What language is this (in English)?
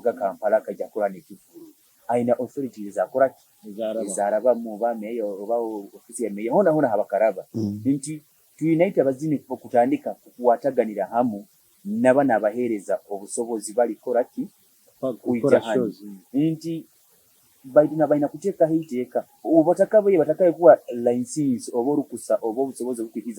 Nyoro